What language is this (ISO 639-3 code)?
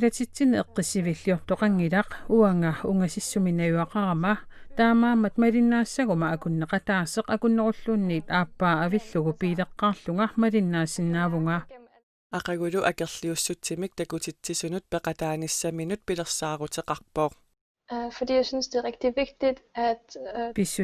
kal